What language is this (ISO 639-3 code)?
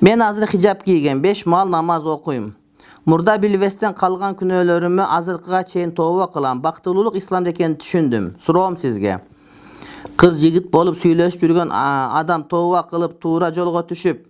kir